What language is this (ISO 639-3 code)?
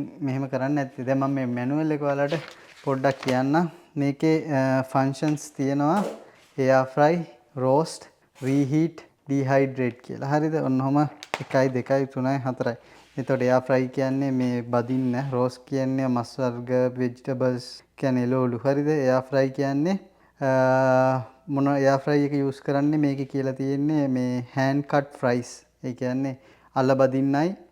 sin